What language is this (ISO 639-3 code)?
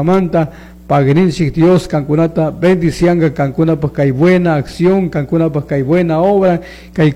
qug